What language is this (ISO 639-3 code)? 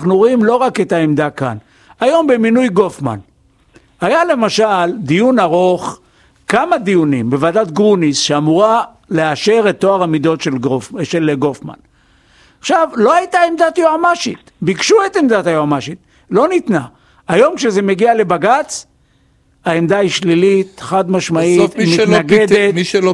heb